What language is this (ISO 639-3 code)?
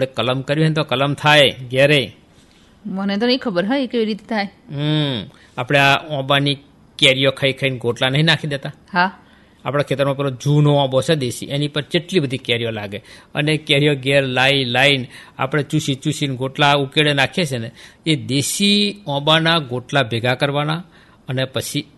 guj